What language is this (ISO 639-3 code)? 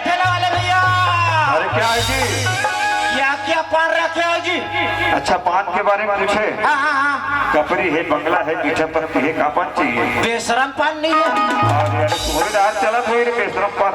hne